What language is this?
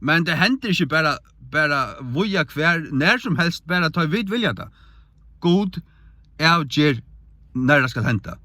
Faroese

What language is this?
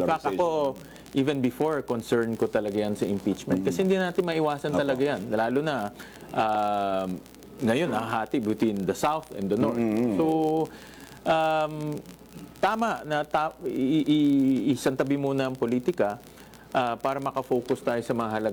Filipino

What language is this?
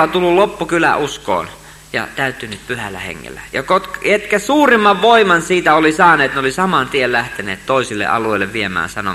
Finnish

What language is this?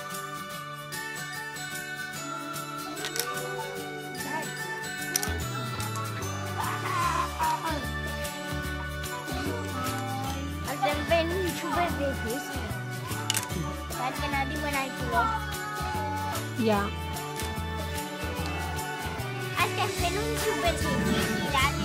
Catalan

